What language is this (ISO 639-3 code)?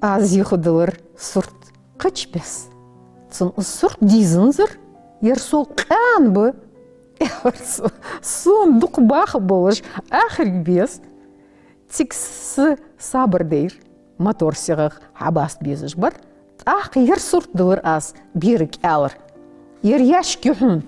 inh